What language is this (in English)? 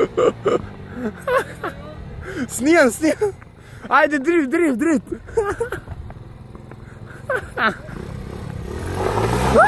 Croatian